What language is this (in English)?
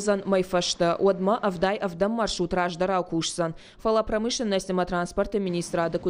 Ossetic